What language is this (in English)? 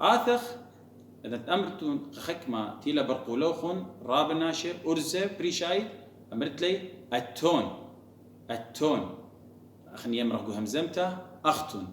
Assyrian Neo-Aramaic